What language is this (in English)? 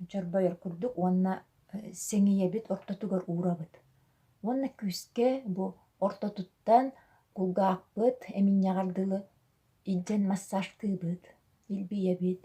Yakut